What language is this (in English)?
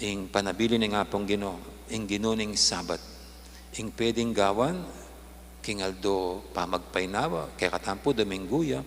Pampanga